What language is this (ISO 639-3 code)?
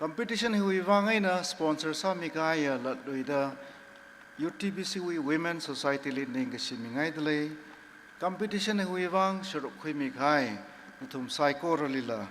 nmf